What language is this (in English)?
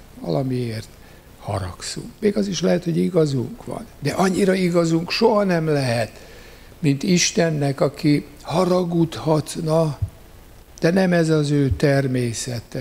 Hungarian